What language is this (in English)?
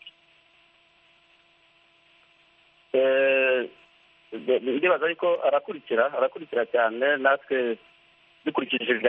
Kinyarwanda